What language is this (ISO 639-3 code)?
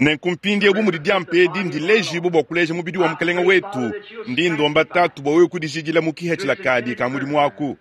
lua